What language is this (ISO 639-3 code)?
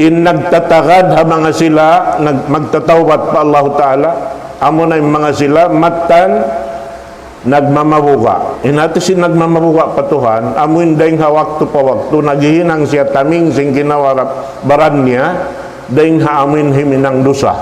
tsg